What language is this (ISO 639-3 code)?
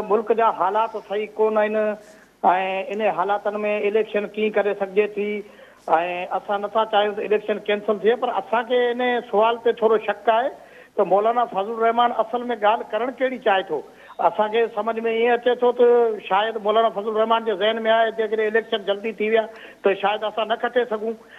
snd